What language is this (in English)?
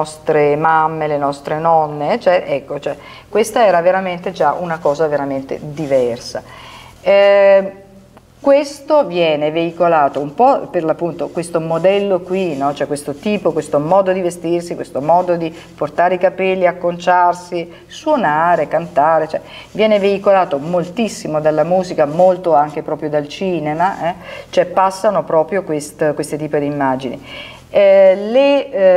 Italian